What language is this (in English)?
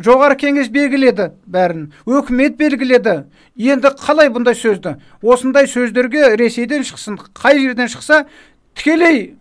Kazakh